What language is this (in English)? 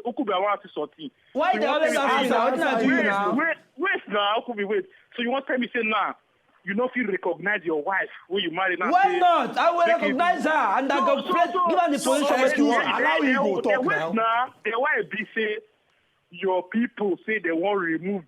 Nigerian Pidgin